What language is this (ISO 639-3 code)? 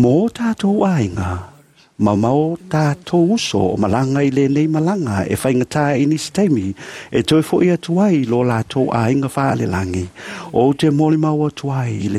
smo